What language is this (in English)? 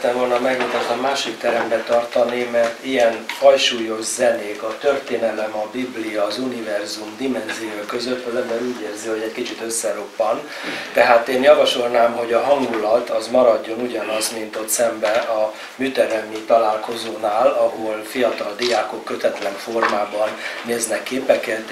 Hungarian